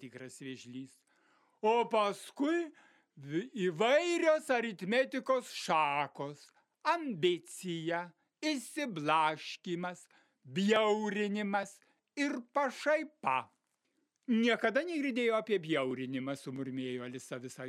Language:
Lithuanian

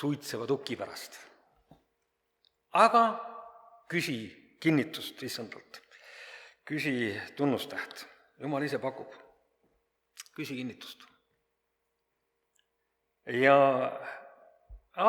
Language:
Estonian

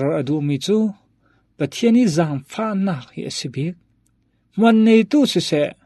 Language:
Falam Chin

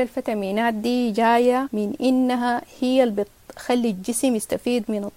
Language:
Sudanese Arabic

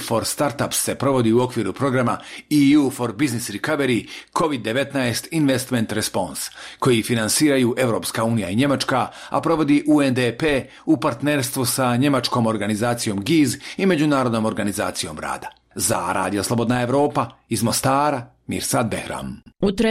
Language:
Bosnian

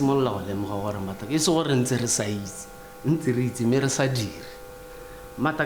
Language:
Tswana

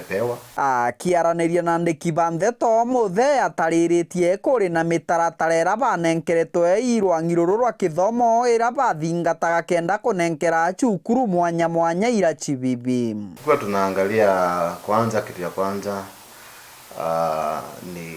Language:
Meru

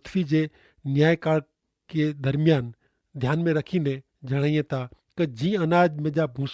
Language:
Kachhi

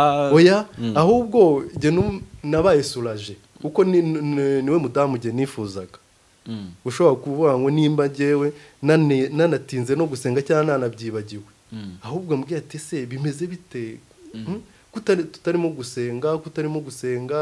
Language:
Kinyarwanda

